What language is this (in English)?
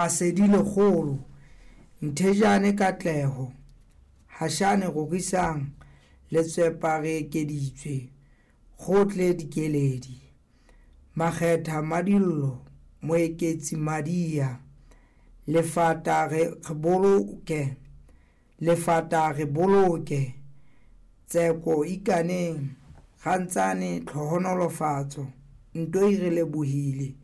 Southern Sotho